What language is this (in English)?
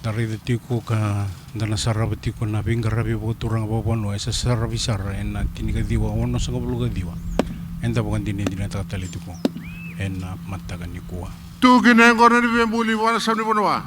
Fijian